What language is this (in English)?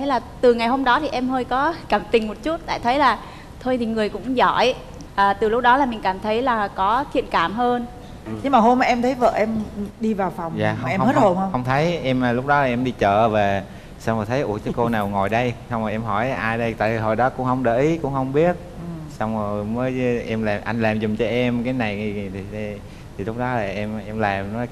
Vietnamese